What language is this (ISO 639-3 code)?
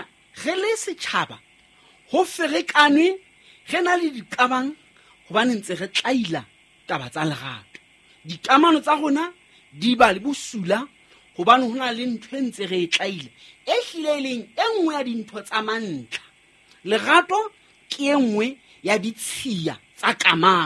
sot